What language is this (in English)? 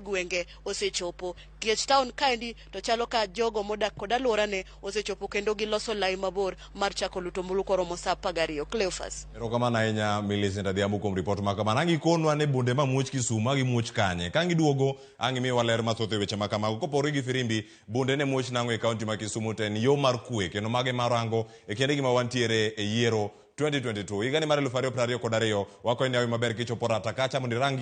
Luo (Kenya and Tanzania)